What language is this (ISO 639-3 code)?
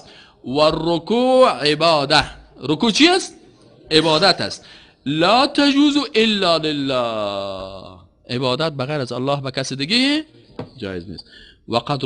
fas